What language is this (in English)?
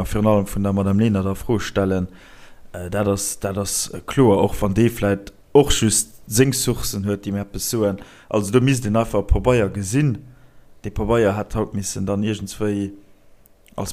Luxembourgish